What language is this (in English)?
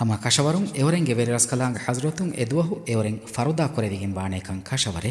Divehi